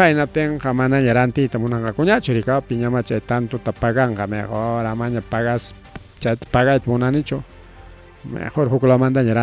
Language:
Ayacucho Quechua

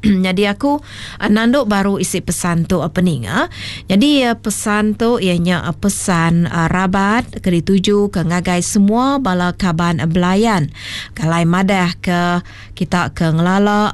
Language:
Iban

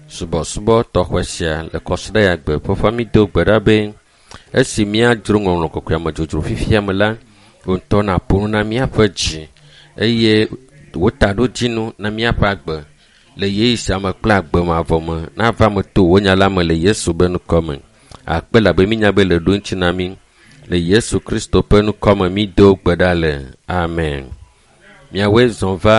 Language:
Ewe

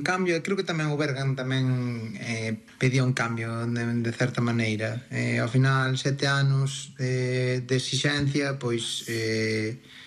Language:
Galician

